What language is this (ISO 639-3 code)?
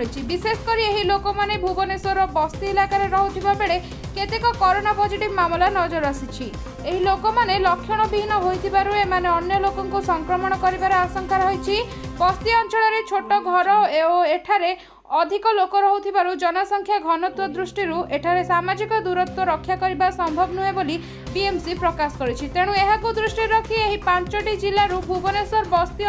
ori